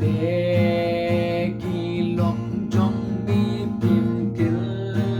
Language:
Khasi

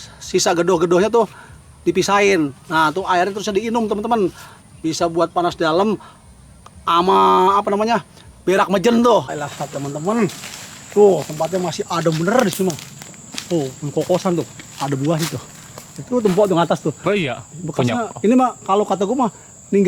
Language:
Betawi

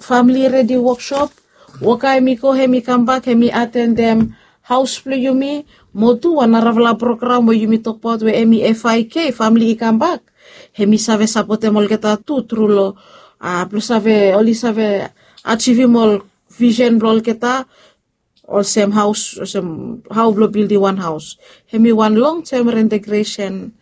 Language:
Bislama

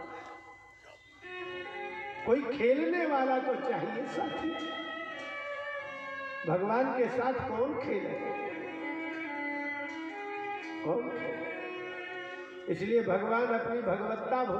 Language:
Hindi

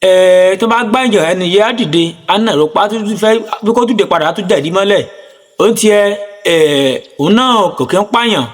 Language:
Yoruba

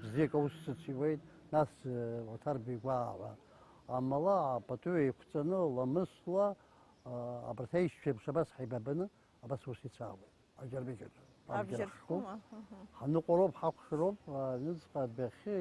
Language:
Abkhazian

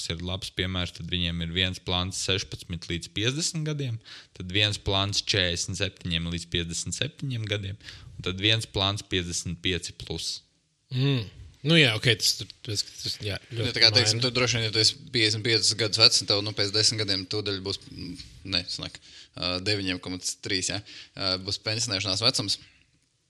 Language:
Latvian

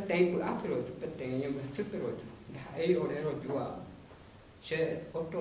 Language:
Guarani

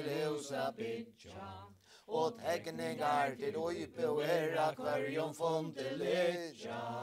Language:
Faroese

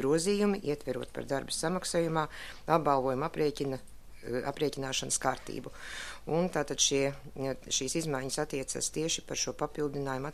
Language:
Latvian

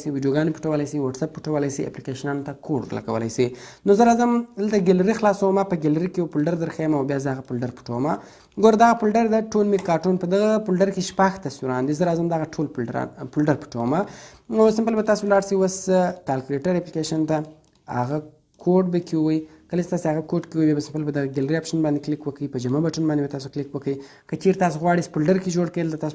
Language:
Pashto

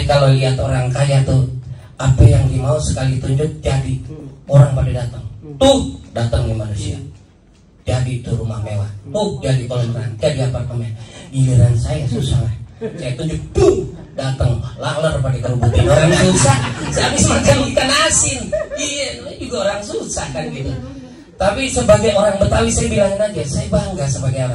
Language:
Betawi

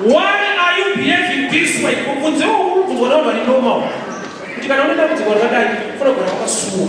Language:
Shona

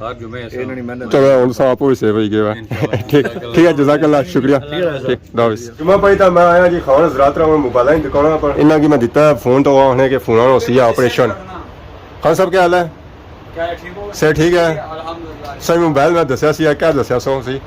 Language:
Pahari-Potwari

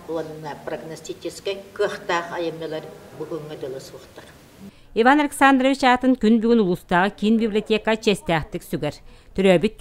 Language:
Yakut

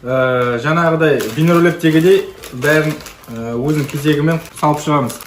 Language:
Kazakh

